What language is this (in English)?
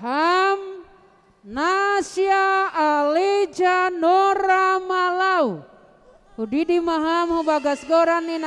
Batak Simalungun